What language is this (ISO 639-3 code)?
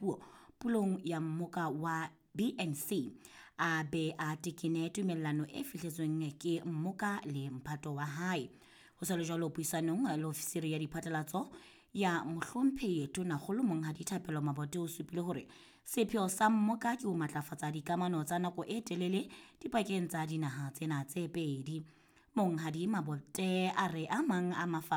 sot